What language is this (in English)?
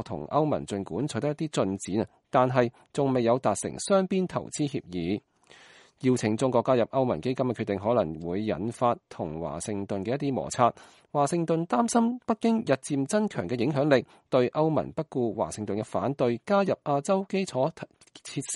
Cantonese